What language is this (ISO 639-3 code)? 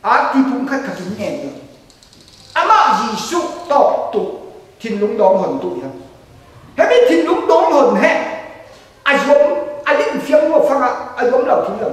cfm